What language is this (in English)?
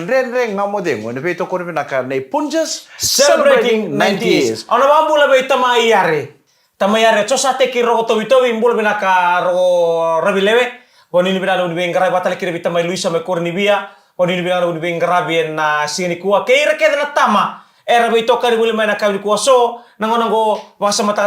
Fijian